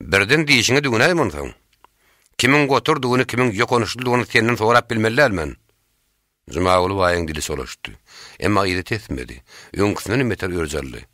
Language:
Turkmen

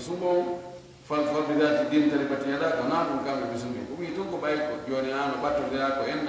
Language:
Fula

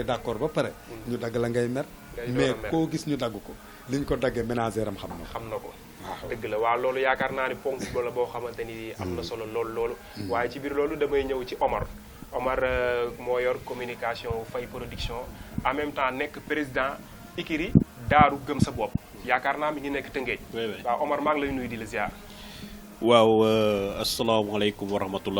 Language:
Wolof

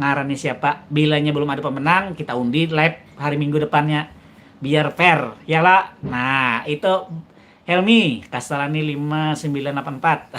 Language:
Banjar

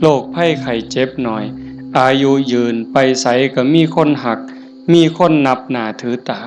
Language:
Northeastern Thai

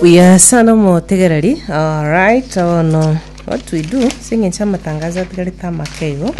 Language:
Gusii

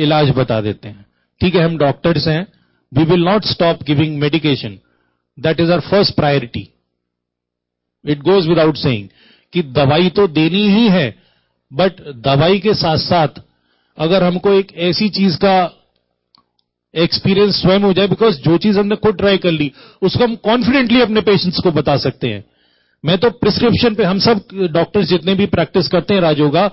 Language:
Hindi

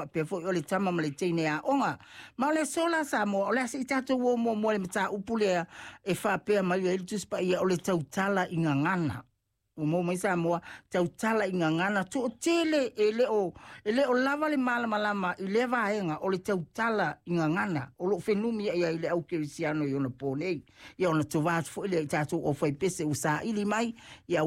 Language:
Samoan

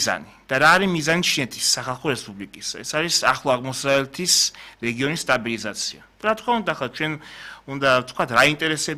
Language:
Georgian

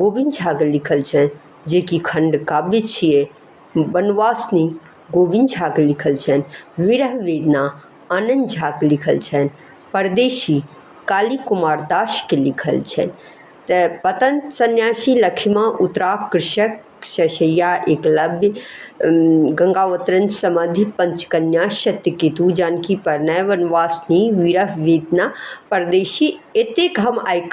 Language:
Maithili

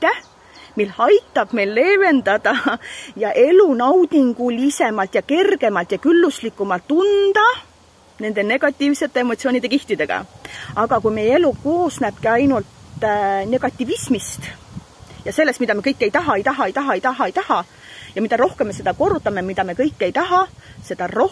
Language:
Estonian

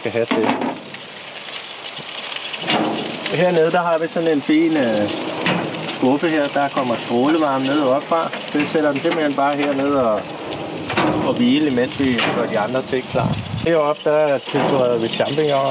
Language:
Danish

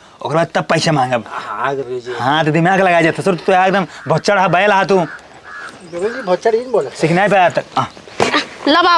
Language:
Awadhi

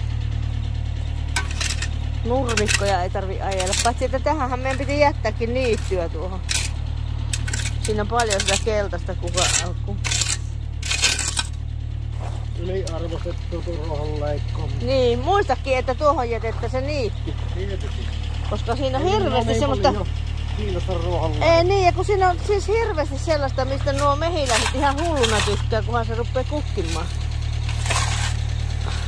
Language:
Finnish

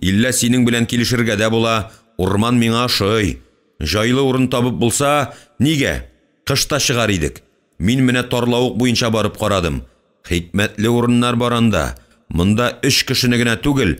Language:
Tatar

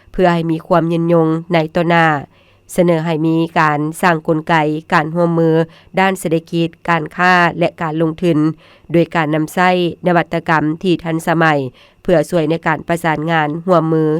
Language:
Lao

